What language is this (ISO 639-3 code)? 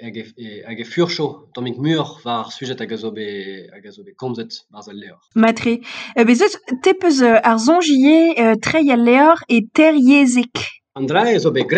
bre